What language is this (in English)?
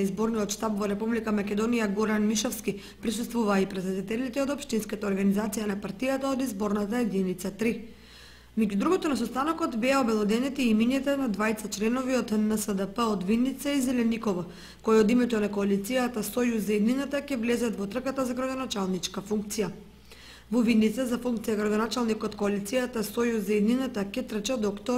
Macedonian